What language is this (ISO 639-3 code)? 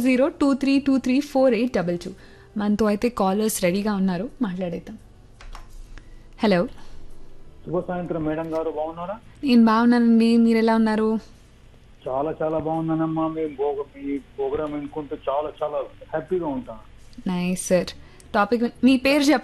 tel